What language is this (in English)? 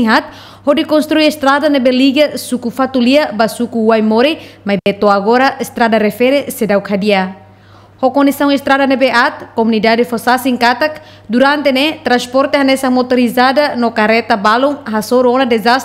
Tetum